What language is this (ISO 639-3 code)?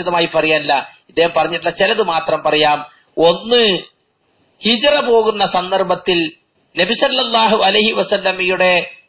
mal